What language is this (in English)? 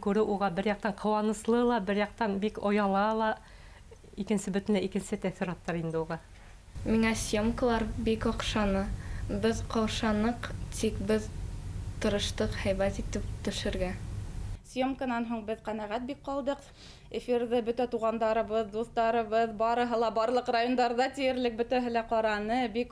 Bashkir